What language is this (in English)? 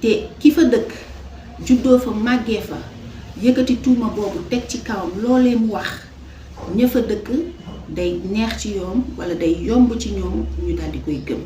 Wolof